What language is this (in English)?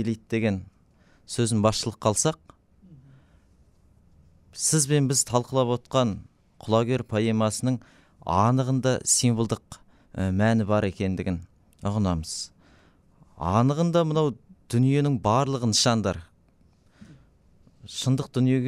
Kazakh